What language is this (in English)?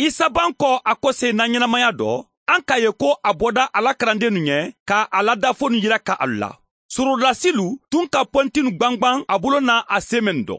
Mandingo